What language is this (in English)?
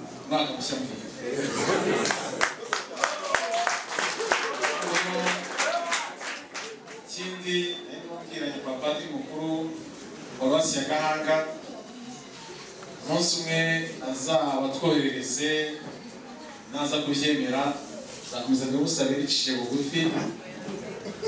Kinyarwanda